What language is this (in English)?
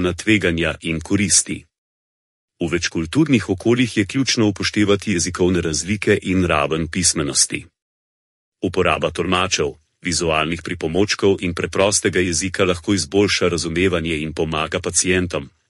Slovenian